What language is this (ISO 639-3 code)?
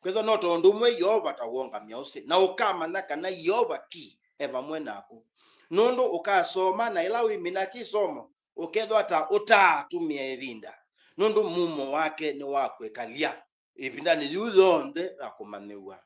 kam